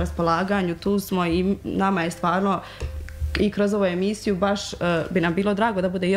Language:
Croatian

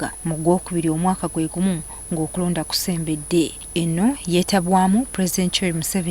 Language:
Ganda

